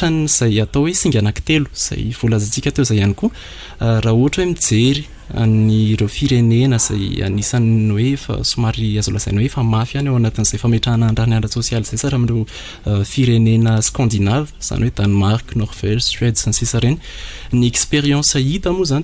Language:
Malagasy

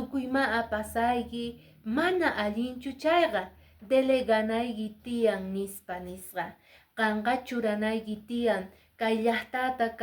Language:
Quechua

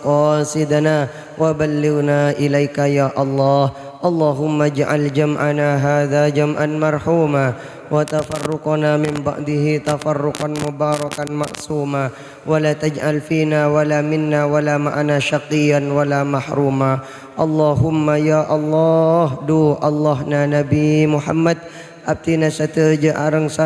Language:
Madurese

